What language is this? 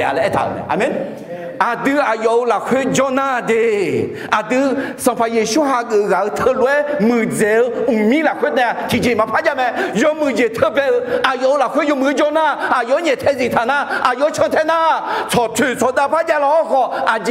Akha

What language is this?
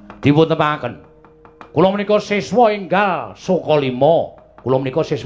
Javanese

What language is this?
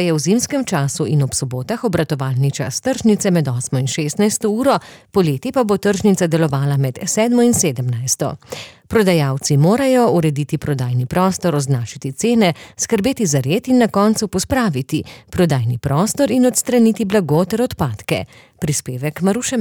Slovenian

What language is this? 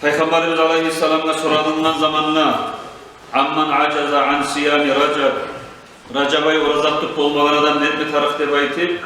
Kumyk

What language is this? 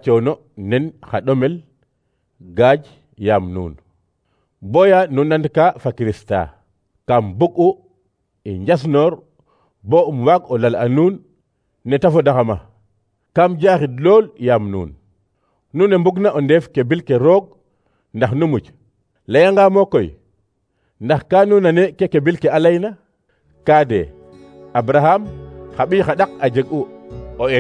Serer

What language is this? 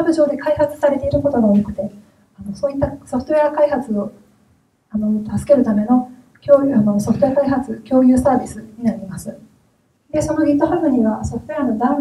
Japanese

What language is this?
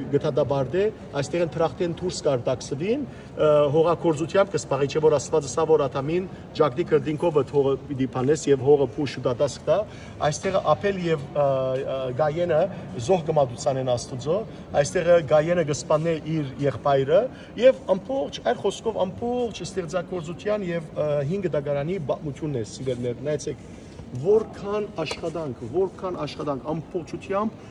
Western Armenian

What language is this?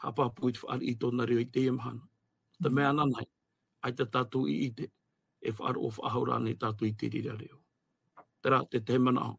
Tahitian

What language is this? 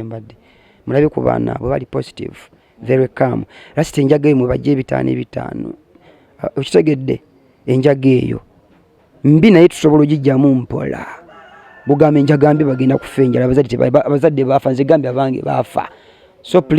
Ganda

